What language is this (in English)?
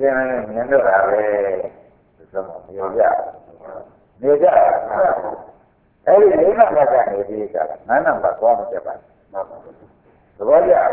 Burmese